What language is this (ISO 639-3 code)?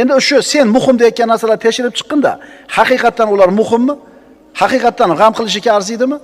uzb